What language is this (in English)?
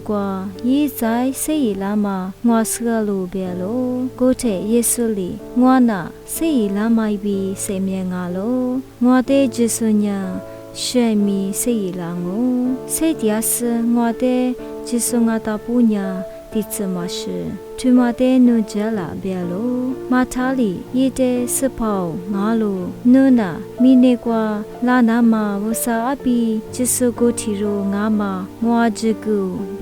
Lisu